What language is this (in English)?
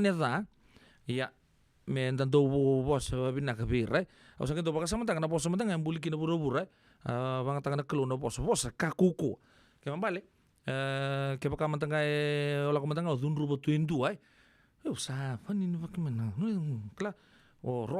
Fijian